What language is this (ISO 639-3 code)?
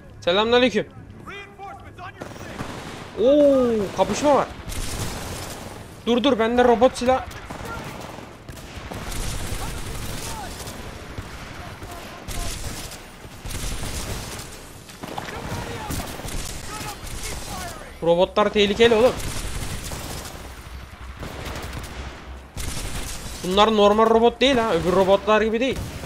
tur